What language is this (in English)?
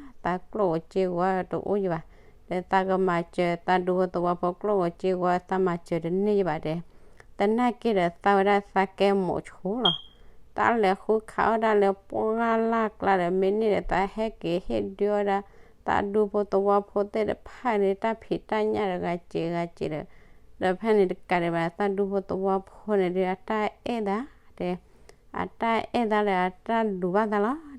S'gaw Karen